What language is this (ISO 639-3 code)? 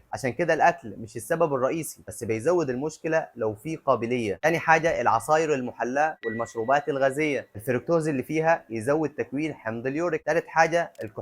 arz